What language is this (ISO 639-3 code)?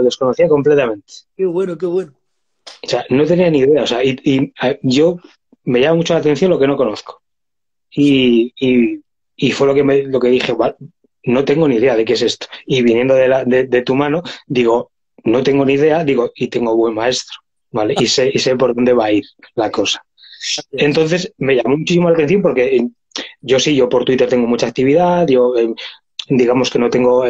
spa